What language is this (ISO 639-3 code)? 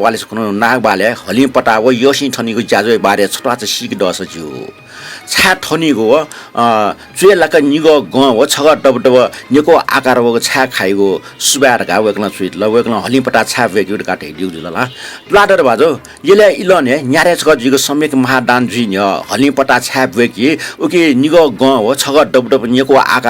new